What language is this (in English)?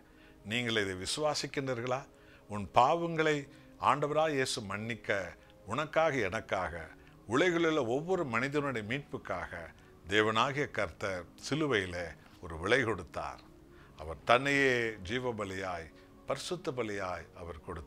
Tamil